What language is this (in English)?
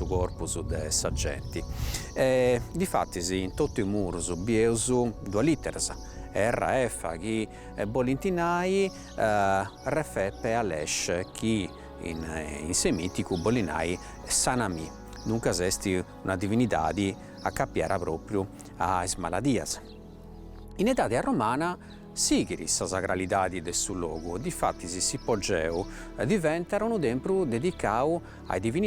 Sardinian